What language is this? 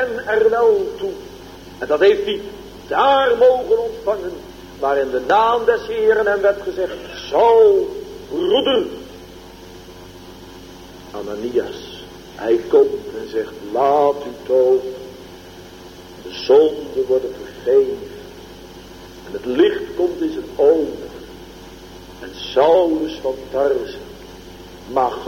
Dutch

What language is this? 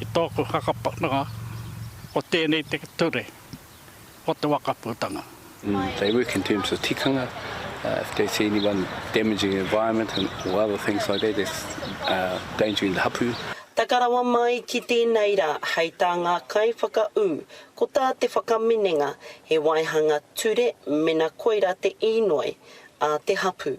Māori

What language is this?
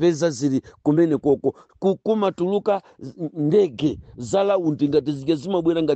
Nyanja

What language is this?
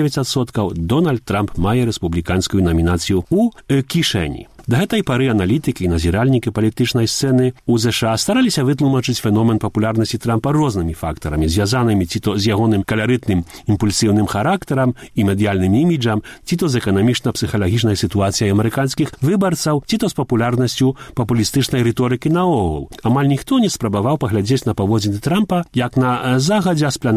Belarusian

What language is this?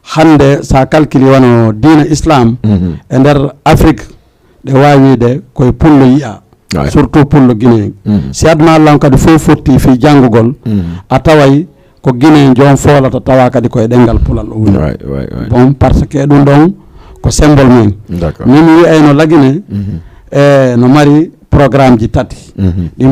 Fula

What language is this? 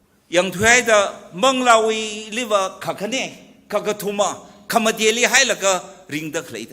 Tangkhul Naga (India)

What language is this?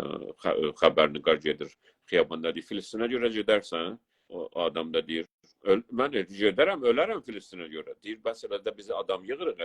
South Azerbaijani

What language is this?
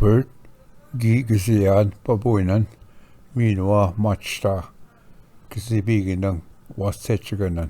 Ojibwa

